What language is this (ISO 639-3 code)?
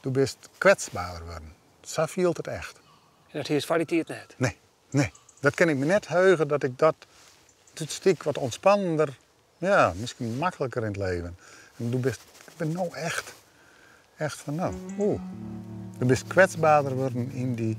fry